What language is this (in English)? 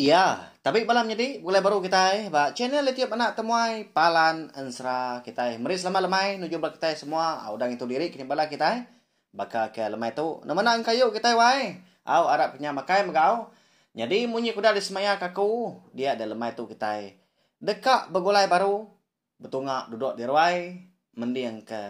Iban